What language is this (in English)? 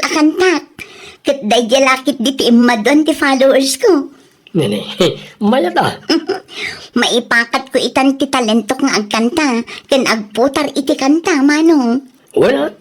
Iloko